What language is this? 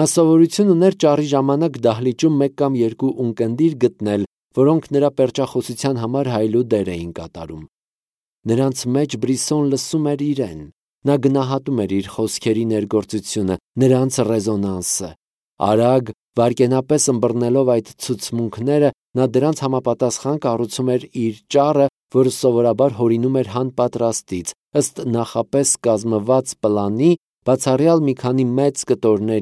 Armenian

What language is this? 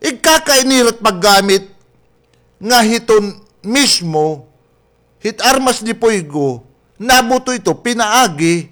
Waray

